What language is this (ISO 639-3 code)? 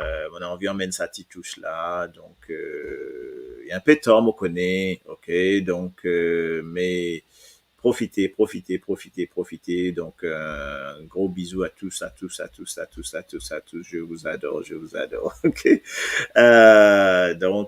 mfe